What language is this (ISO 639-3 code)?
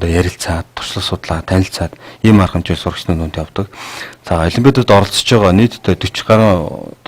mon